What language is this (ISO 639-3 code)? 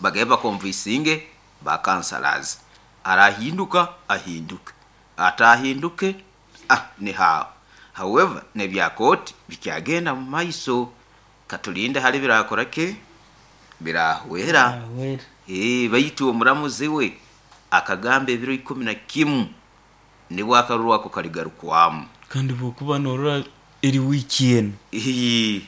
nyo